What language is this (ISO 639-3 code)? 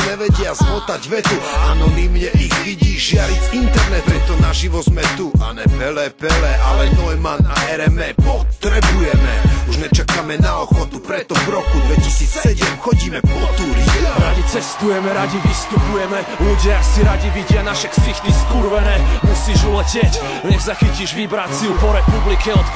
slk